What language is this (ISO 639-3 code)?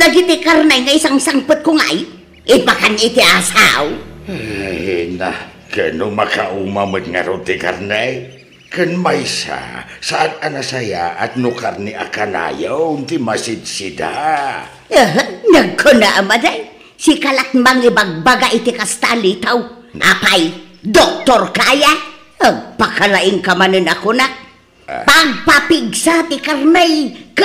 ilo